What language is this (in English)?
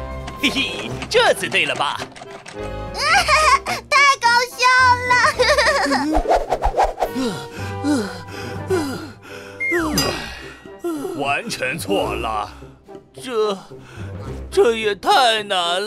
Chinese